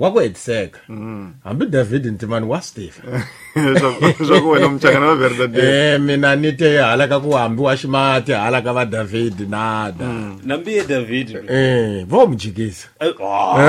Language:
Tsonga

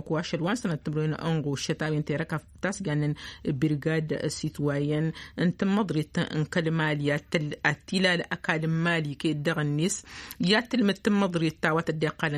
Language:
Tamasheq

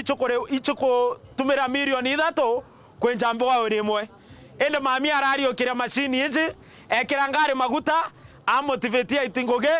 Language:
Meru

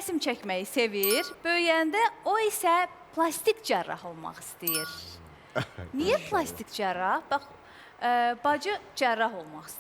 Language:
Azerbaijani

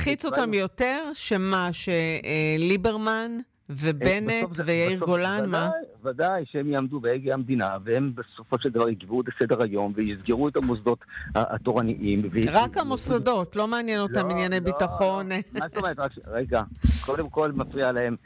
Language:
Hebrew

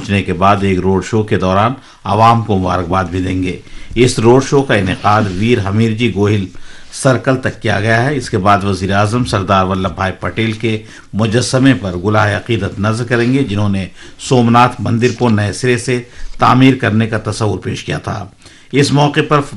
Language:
Urdu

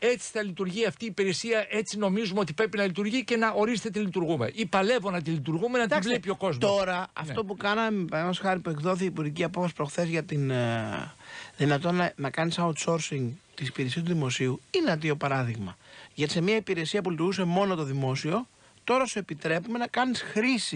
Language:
Greek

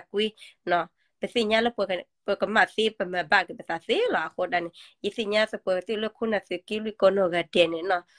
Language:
S'gaw Karen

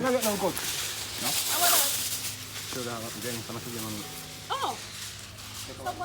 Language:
Jamaican Creole English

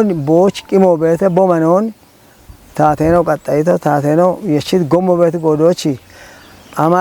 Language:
Kafa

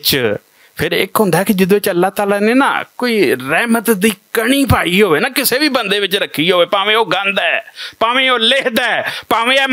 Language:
Western Panjabi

